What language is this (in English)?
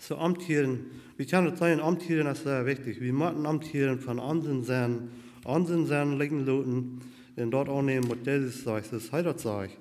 Plautdietsch